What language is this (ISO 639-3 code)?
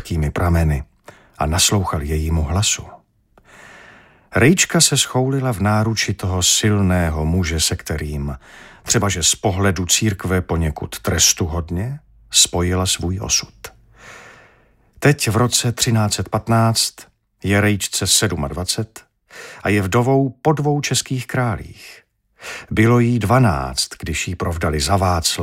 ces